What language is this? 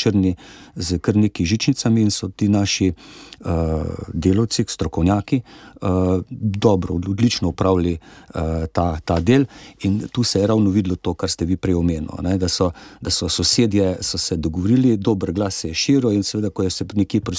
Slovenian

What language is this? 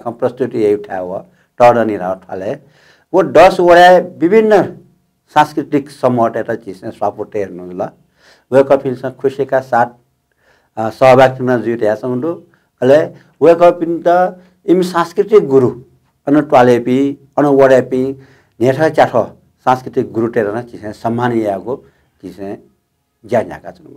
Newari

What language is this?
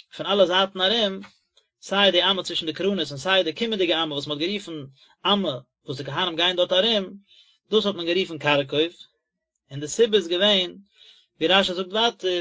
Yiddish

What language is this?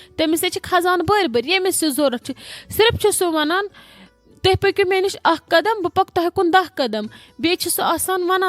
Kashmiri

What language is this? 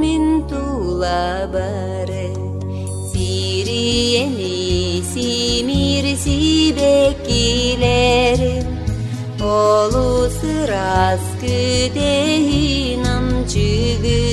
Yakut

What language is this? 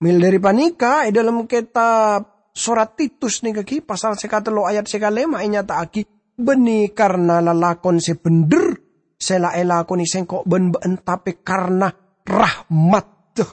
Madurese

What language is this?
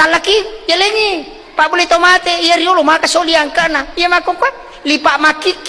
Buginese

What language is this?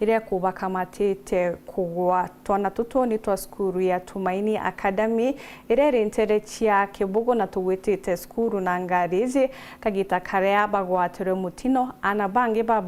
Meru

